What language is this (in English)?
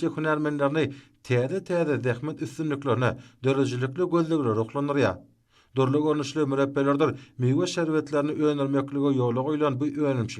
Turkmen